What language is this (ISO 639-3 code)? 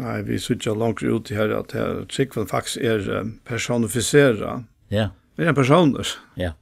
fao